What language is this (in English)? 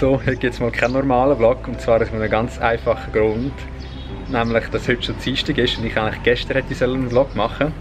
Swiss German